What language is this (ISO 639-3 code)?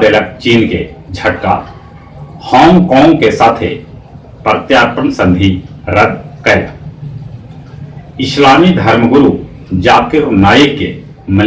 mag